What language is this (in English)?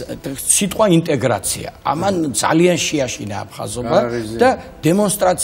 Georgian